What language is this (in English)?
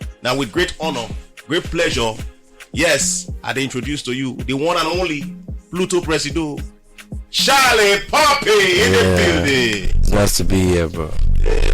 Nigerian Pidgin